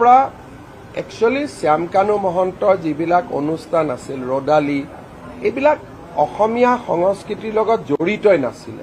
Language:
Assamese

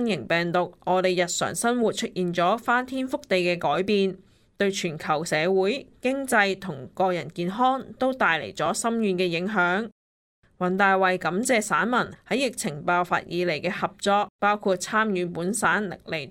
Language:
Cantonese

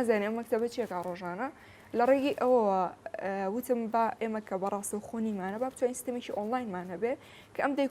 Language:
Central Kurdish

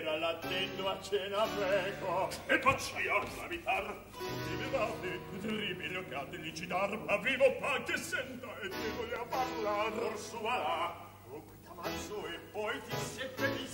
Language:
Italian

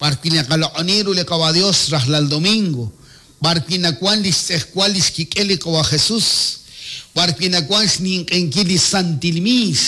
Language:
Kekchí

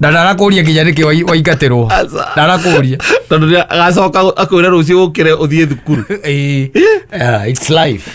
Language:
Kikuyu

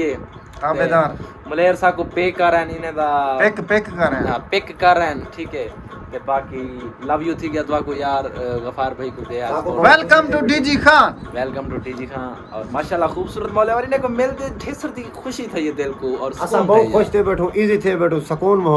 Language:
Saraiki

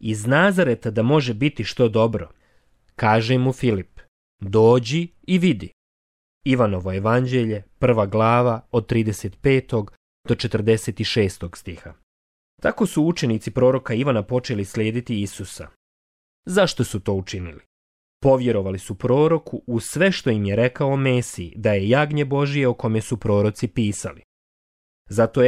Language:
Croatian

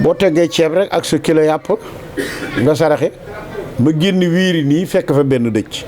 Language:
Wolof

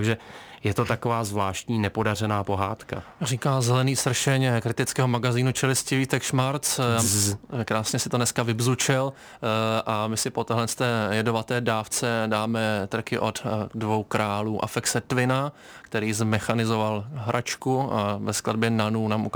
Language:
Czech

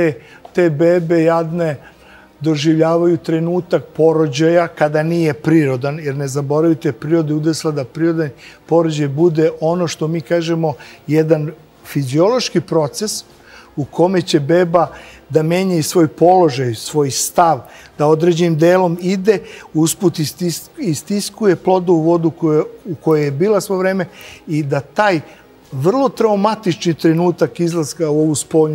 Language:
Serbian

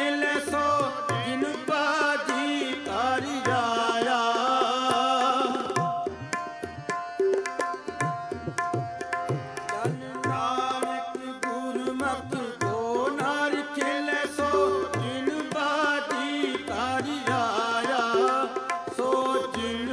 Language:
Punjabi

